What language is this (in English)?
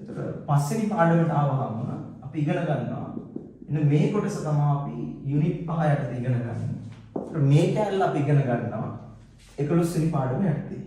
Sinhala